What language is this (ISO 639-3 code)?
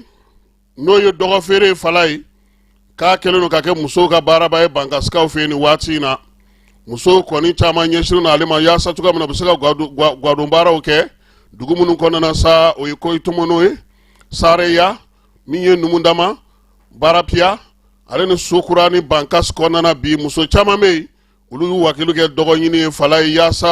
bam